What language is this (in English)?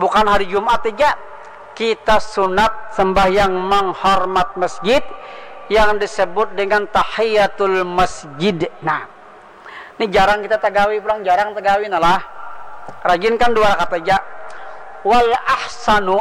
Banjar